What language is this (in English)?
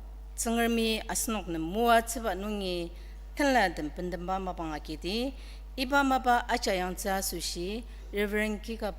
Ao Naga